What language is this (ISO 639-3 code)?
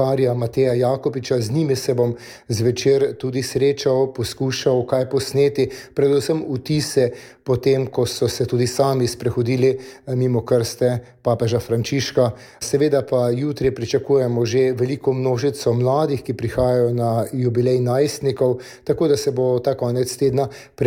slv